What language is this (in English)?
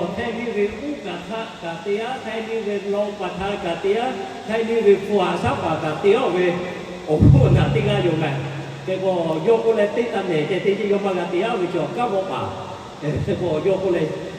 Lahu